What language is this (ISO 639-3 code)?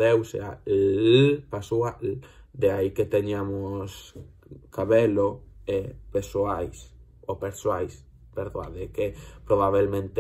glg